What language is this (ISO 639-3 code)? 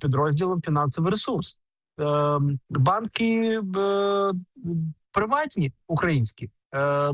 ukr